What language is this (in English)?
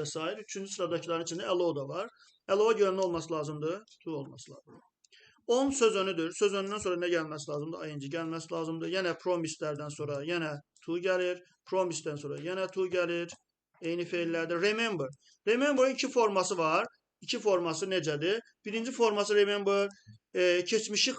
Azerbaijani